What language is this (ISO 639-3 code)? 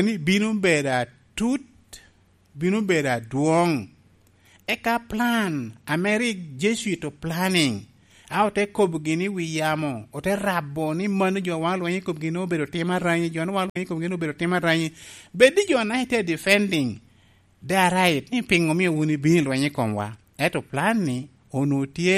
laj